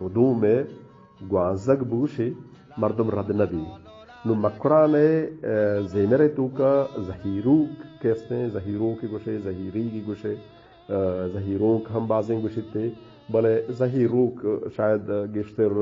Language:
Eastern Balochi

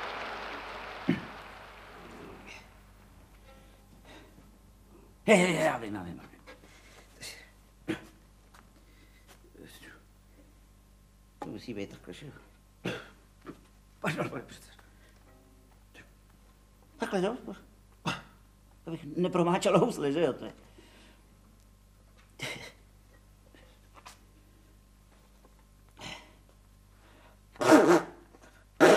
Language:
Czech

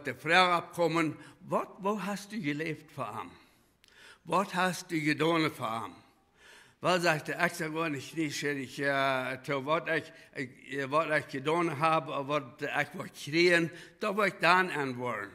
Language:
Plautdietsch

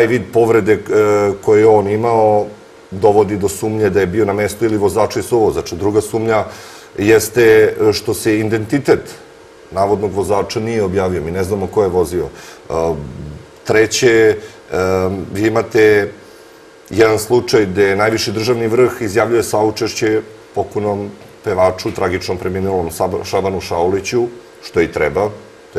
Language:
Serbian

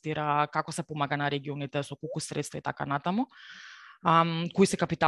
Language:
Macedonian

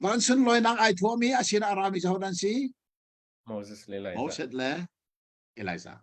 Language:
Hakha Chin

